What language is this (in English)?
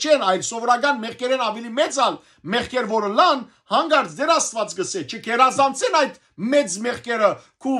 Western Armenian